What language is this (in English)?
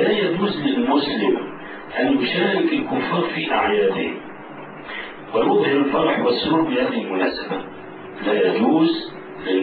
Arabic